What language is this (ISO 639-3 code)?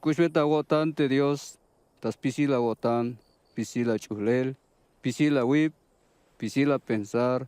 tzh